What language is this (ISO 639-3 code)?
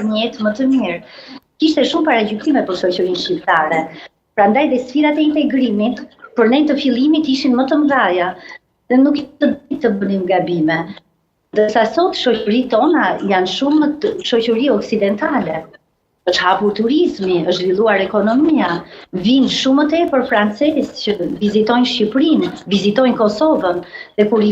sqi